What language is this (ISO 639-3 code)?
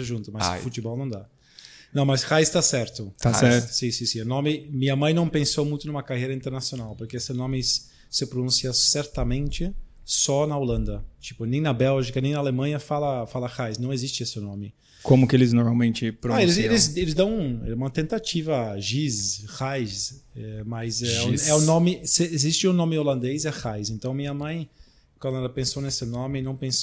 por